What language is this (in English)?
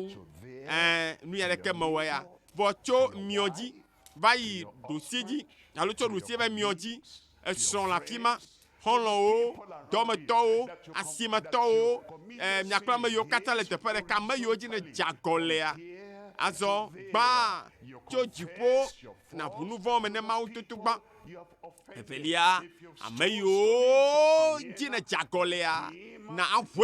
Ewe